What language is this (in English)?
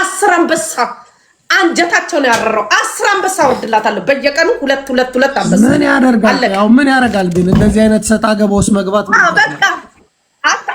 Amharic